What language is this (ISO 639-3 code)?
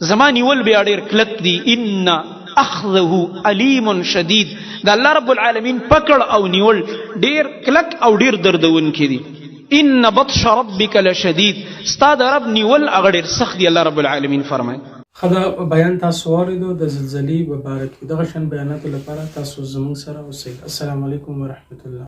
pus